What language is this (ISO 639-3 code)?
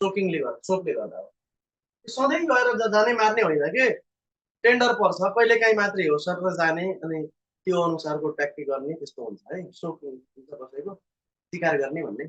nep